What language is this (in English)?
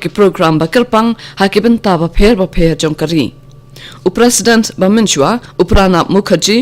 Khasi